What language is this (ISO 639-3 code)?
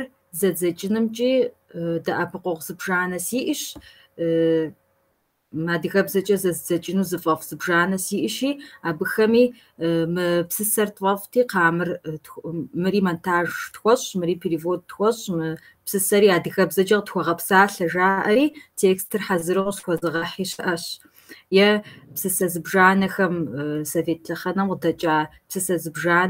kbd